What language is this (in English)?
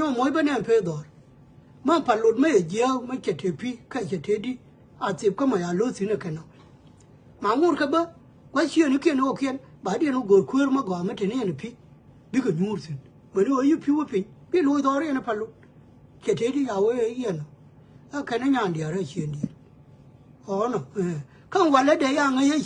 Nuer